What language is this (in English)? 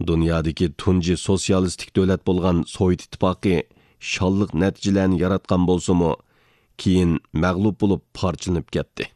Uyghur